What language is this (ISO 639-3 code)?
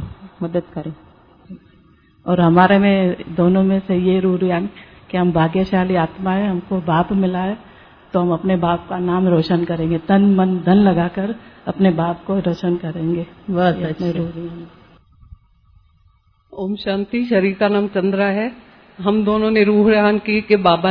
hin